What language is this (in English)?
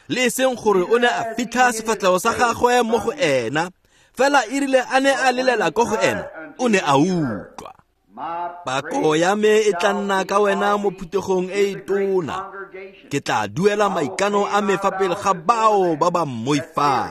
Tswana